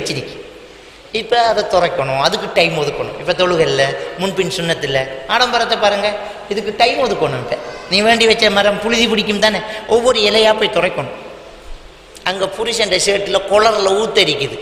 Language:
Tamil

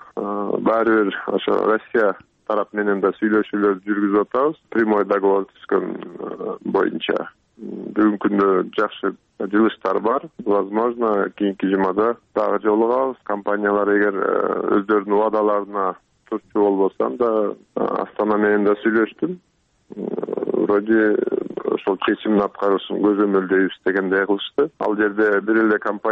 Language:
Kyrgyz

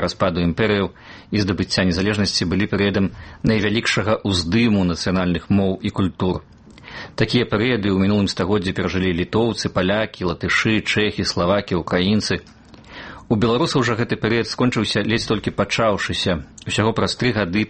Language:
Belarusian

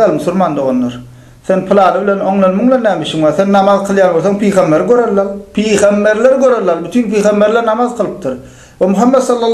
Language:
Turkmen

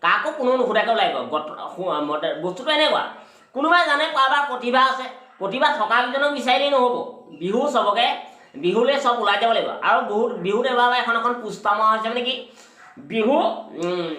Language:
Assamese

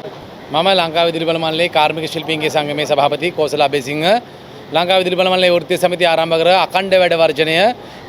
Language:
Sinhala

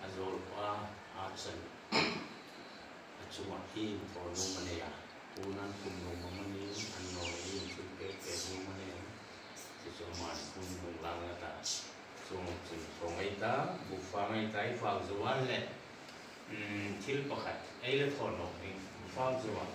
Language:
Hmar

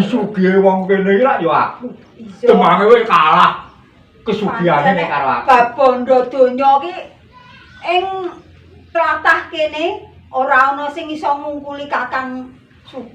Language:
Javanese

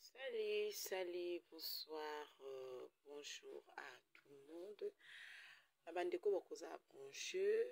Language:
Lingala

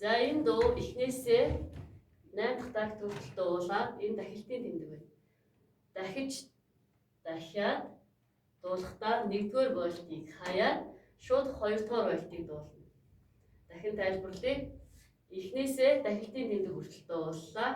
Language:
Mongolian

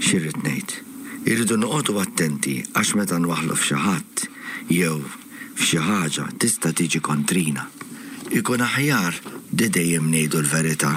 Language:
Maltese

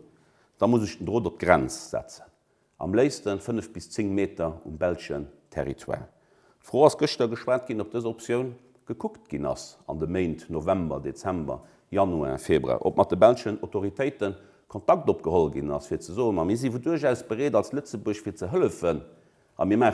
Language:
Luxembourgish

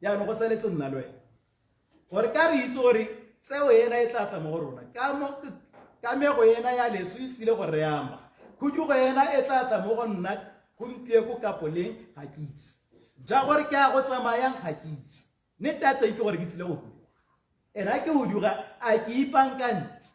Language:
Tswana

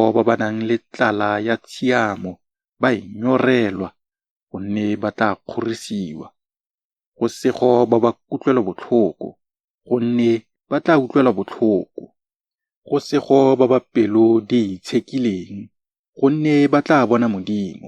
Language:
Tswana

